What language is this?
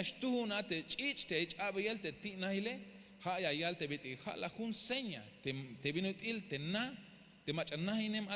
Tzeltal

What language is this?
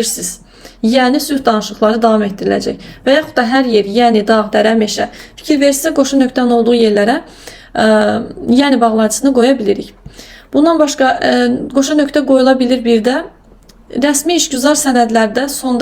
Azerbaijani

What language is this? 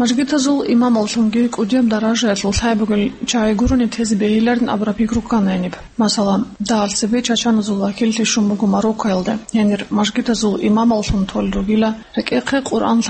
Avaric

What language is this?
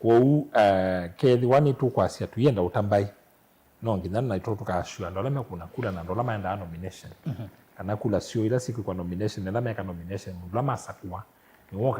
Kamba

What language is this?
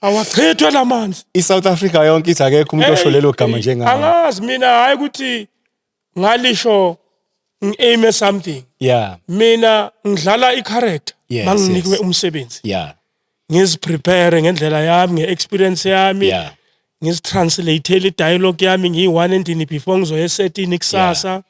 Zulu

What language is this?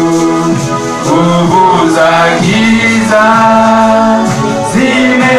Swahili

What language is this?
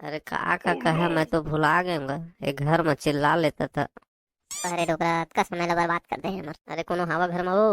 Chhattisgarhi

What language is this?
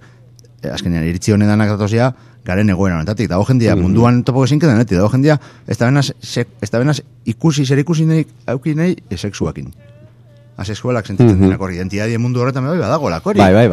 Basque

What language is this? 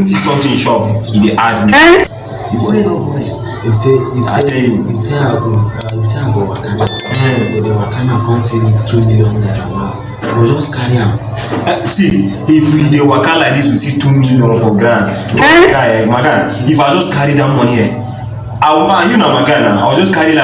Nigerian Pidgin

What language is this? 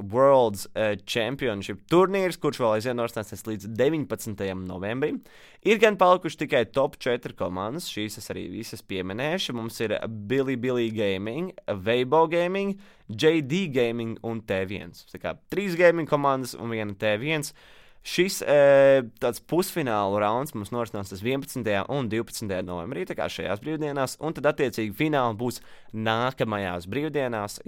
Latvian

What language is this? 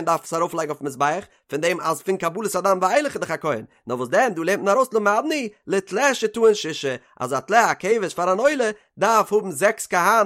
Yiddish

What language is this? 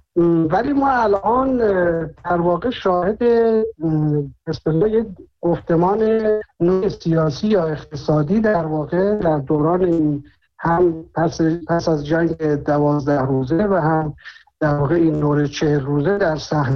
Persian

